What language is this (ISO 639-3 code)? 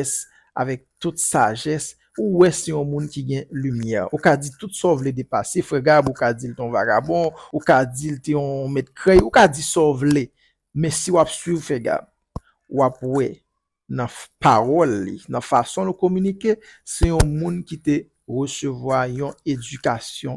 hat